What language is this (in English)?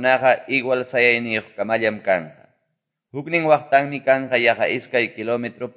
Quechua